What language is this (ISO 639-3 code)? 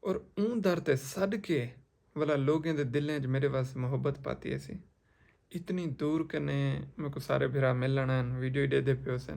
skr